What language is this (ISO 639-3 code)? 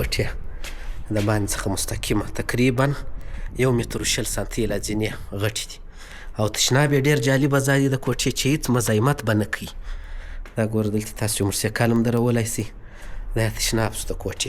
pus